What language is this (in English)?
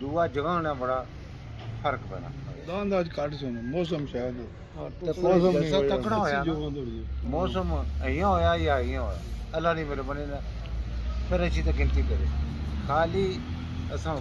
Pahari-Potwari